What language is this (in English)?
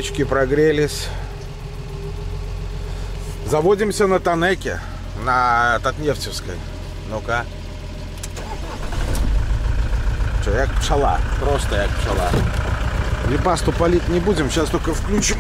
Russian